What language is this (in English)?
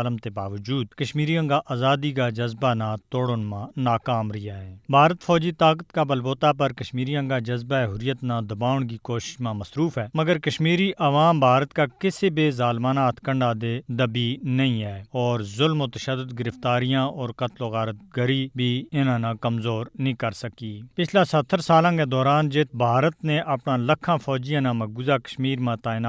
Gujari